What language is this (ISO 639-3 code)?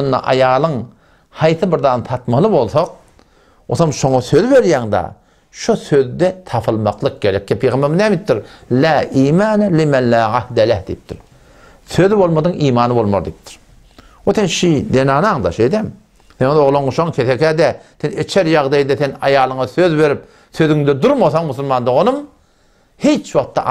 tuk